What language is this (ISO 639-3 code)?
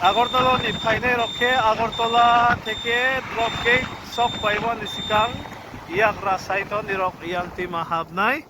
trp